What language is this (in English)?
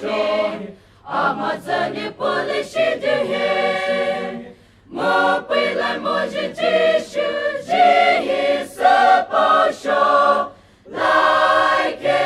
Poumei Naga